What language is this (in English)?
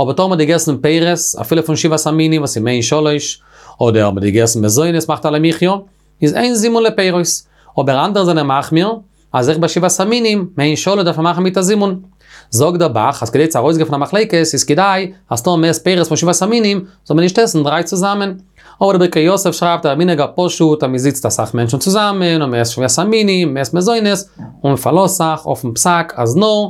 Yiddish